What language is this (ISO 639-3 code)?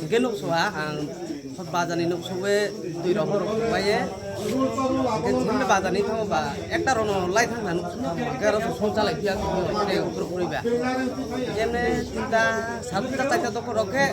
ria